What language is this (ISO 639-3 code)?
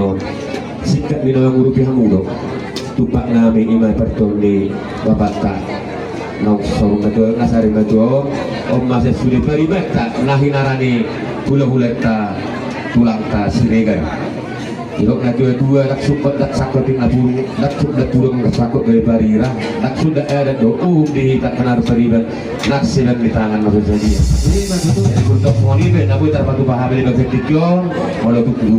bbc